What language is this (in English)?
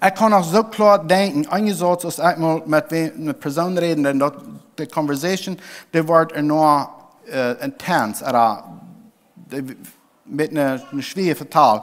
Plautdietsch